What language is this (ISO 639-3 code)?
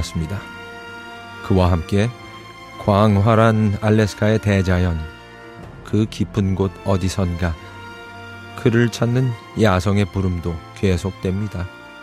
kor